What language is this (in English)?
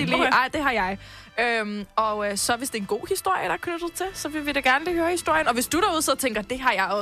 Danish